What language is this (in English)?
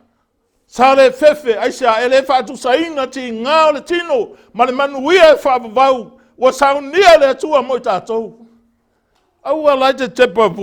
Samoan